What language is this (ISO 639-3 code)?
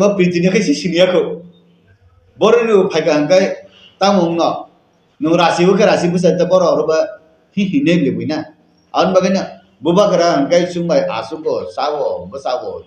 trp